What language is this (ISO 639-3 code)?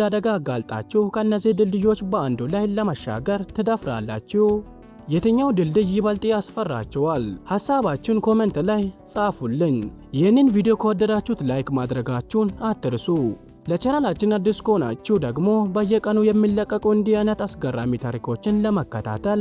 amh